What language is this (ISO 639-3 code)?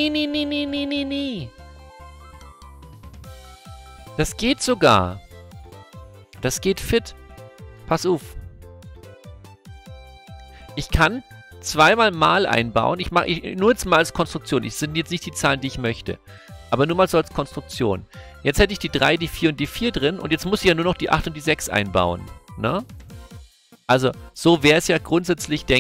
deu